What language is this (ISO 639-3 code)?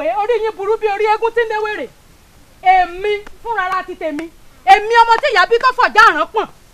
yor